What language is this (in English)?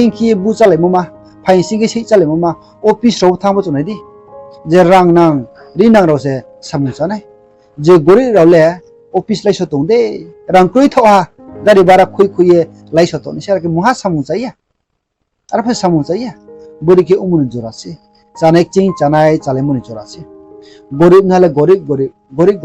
Riang (India)